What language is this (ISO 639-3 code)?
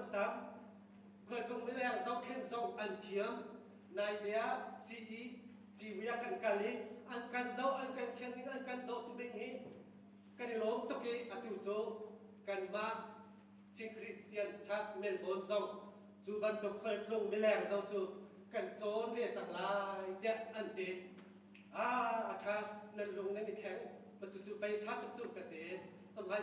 cnh